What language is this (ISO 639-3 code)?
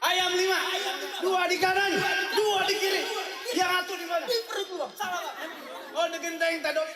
bew